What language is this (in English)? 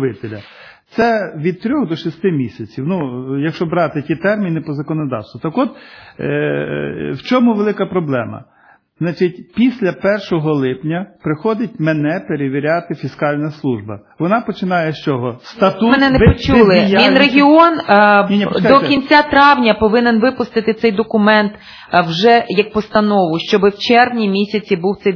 Ukrainian